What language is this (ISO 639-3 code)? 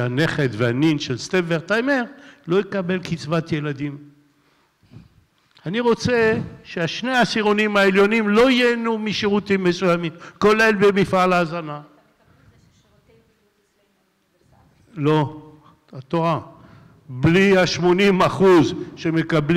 heb